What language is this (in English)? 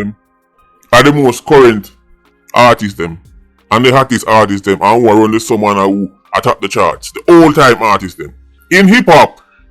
Jamaican Creole English